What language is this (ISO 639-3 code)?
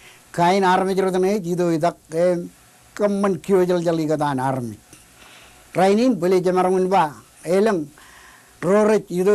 mah